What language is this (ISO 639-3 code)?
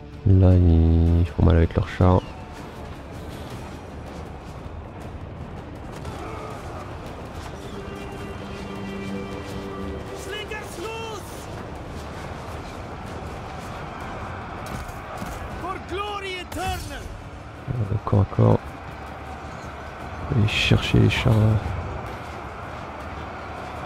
fra